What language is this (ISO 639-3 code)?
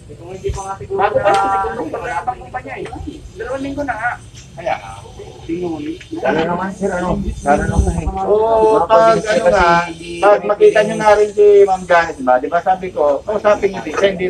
fil